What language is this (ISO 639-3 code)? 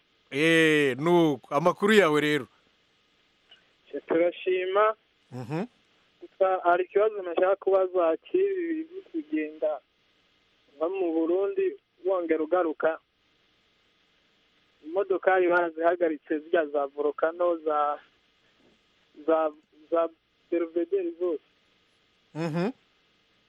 kin